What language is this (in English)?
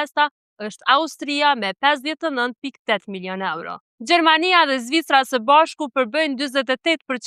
Albanian